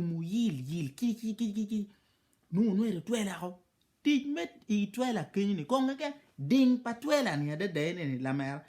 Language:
Acoli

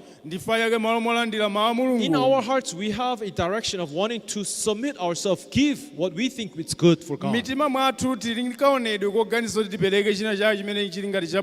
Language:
Nyanja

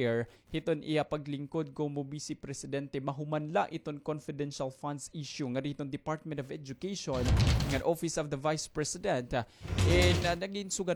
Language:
Waray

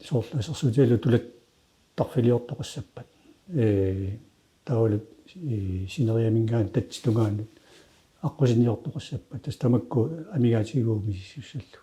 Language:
Kalaallisut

